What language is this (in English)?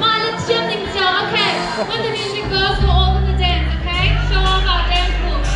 Hakha Chin